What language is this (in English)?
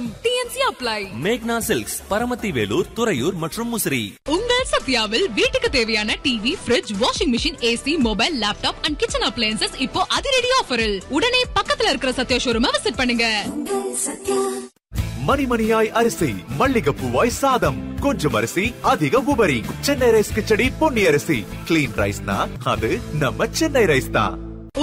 Tamil